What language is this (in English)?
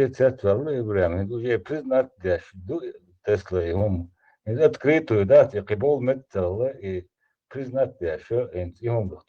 Chechen